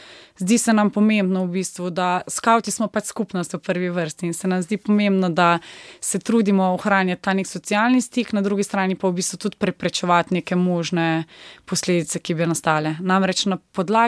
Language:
Slovenian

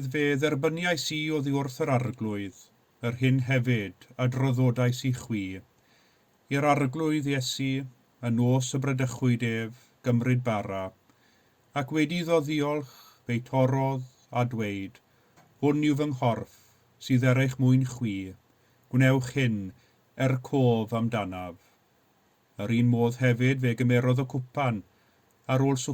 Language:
Welsh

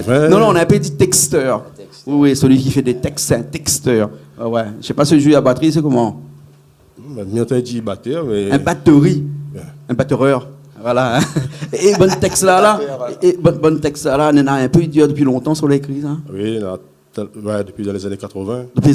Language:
Réunion Creole French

